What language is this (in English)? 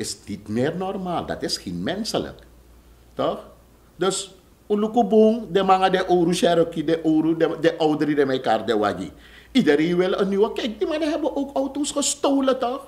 Sranan Tongo